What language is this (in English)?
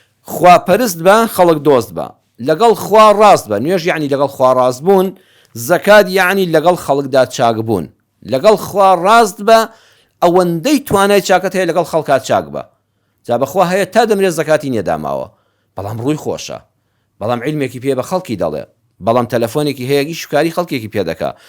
Central Kurdish